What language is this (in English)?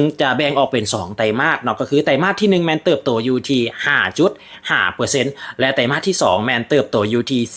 Lao